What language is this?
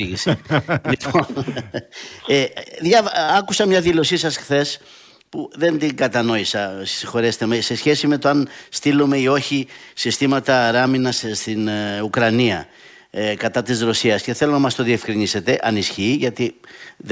Greek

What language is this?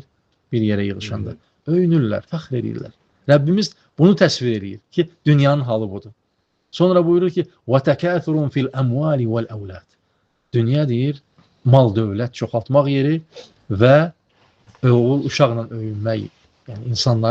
Azerbaijani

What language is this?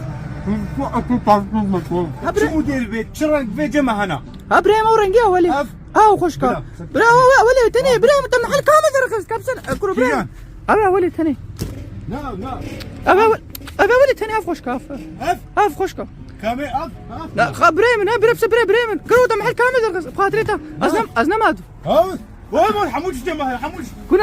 Kurdish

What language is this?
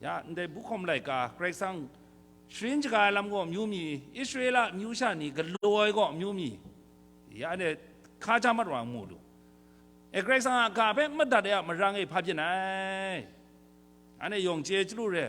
Kachin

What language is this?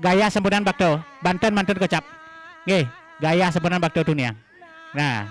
Balinese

